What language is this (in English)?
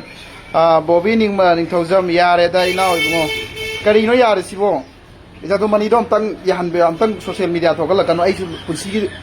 Manipuri